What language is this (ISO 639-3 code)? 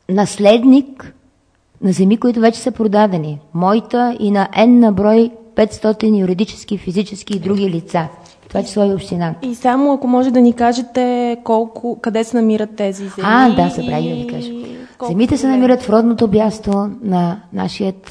bul